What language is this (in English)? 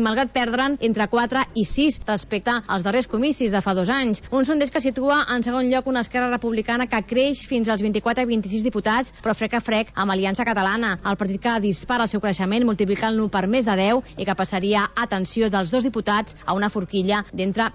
Catalan